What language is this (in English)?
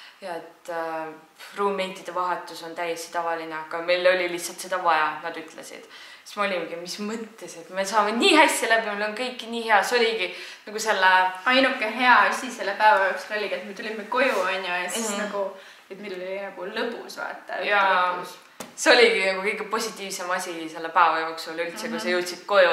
Estonian